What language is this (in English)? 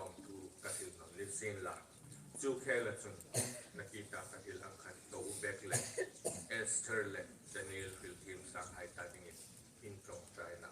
Hmar